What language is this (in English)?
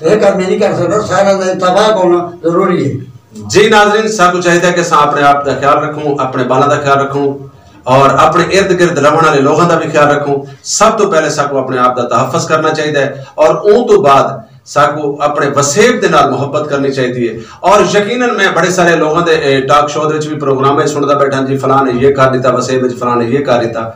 Saraiki